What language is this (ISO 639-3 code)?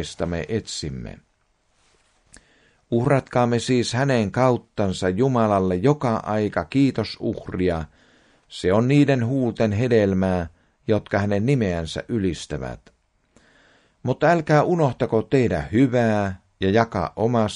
fin